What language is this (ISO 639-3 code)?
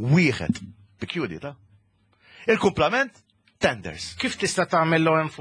mlt